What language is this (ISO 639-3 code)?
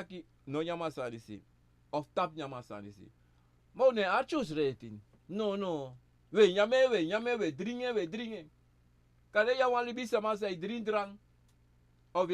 srn